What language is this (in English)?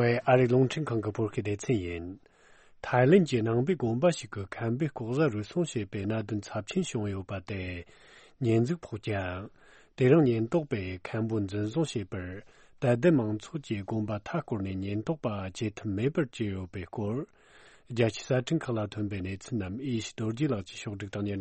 Tibetan